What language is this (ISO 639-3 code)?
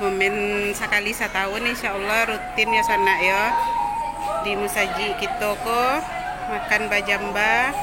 min